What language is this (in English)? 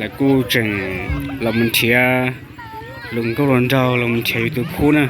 Hmong